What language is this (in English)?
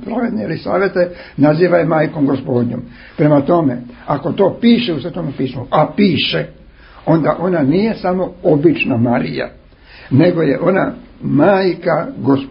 Serbian